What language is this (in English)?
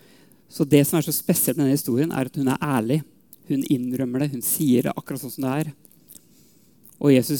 Norwegian